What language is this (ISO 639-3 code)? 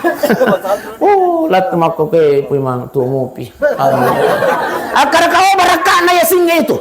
bug